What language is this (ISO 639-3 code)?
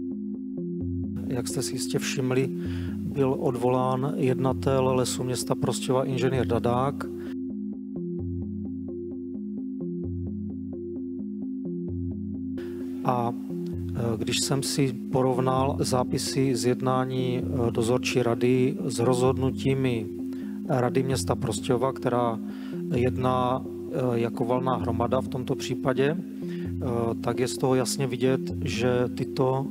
ces